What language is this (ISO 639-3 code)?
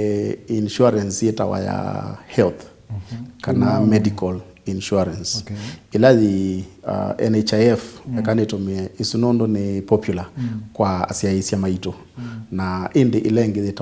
kam